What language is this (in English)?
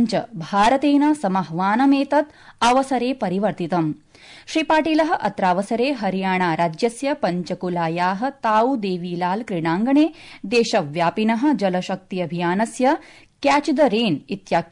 Sanskrit